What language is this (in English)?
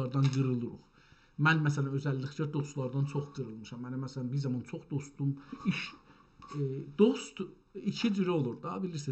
South Azerbaijani